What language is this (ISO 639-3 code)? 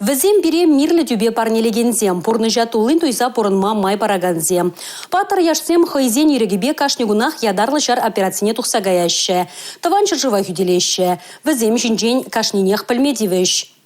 chv